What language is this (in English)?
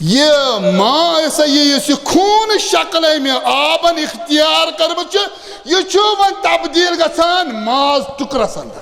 Kashmiri